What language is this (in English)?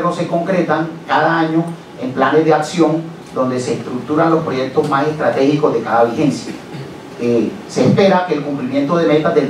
Spanish